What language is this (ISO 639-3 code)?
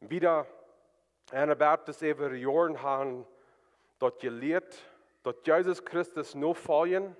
pdt